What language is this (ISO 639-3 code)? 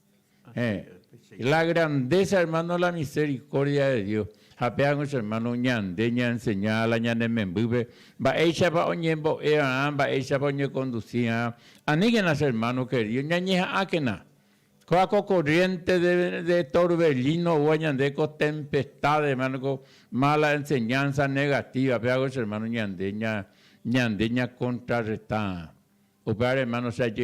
grn